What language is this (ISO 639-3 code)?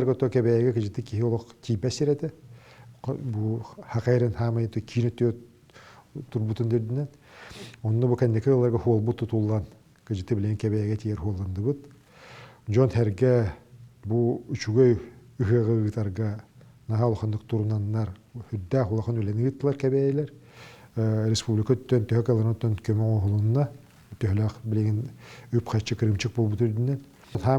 sah